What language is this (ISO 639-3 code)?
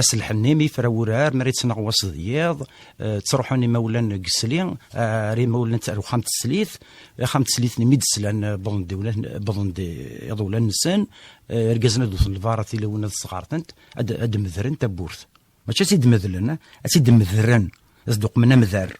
kab